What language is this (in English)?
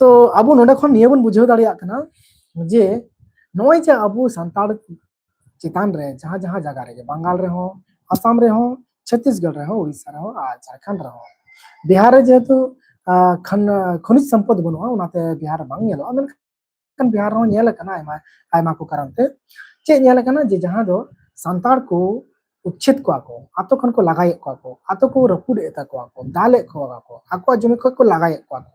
Santali